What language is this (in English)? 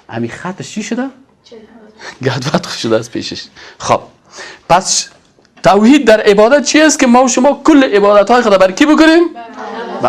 Persian